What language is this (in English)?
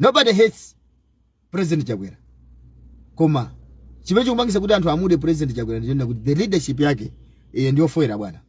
Nyanja